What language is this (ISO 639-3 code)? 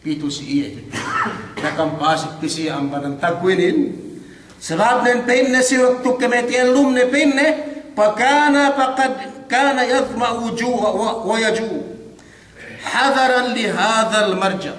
yka